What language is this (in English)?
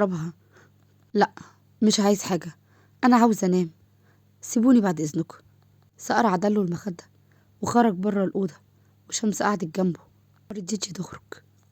Egyptian Arabic